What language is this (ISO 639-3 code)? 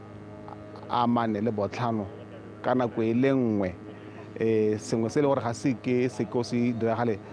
tsn